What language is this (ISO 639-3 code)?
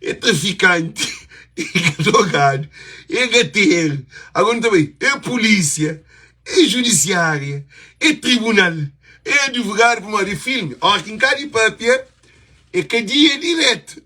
kea